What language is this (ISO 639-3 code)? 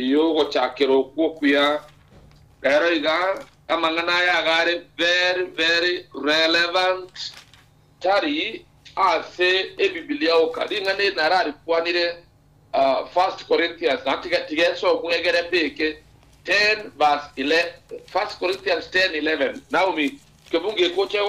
guz